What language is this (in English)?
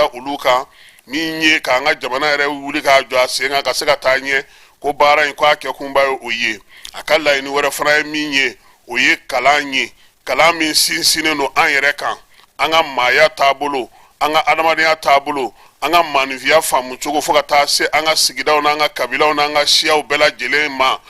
Bambara